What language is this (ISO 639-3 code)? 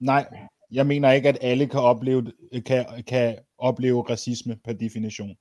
dan